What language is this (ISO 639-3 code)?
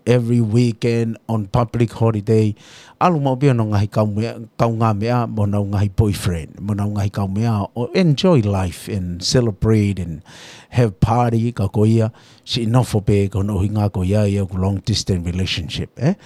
ton